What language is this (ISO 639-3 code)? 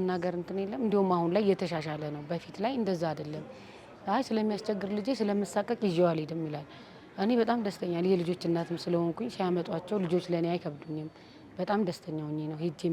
amh